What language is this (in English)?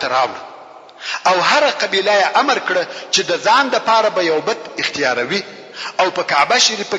Pashto